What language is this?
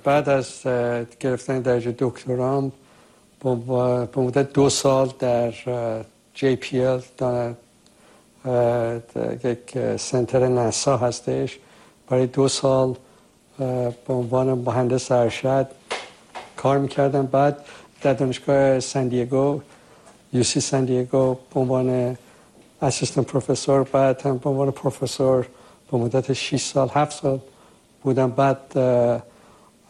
Persian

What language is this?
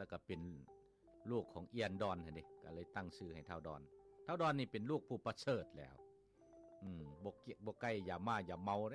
Lao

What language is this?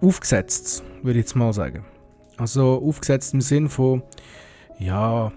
Swiss German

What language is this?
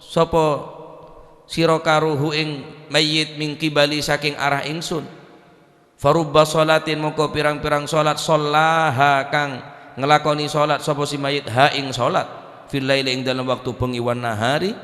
Madurese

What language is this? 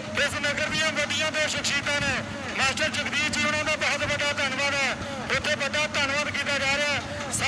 Punjabi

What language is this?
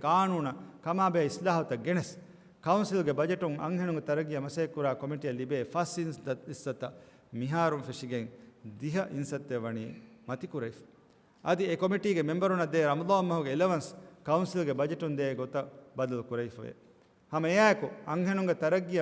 Divehi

